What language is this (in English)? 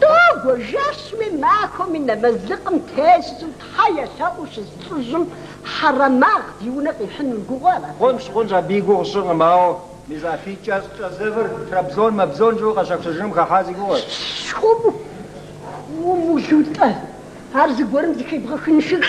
Kabardian